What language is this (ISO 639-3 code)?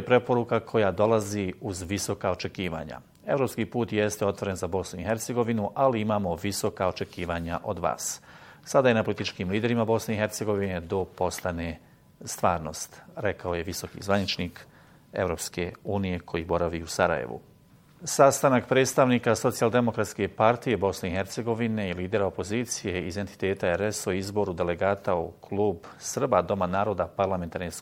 bos